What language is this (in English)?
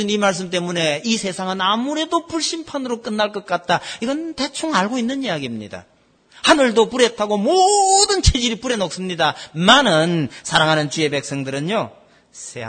Korean